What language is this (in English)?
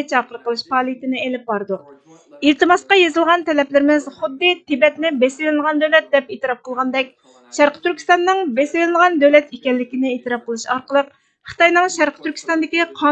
Uyghur